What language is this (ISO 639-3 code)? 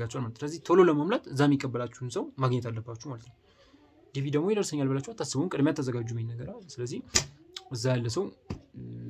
amh